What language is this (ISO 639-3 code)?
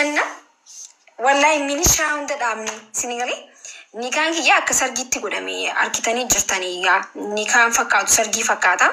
orm